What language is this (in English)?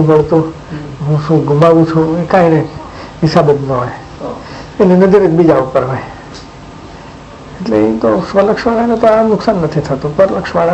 Gujarati